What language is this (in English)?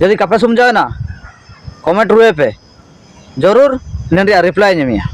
Ho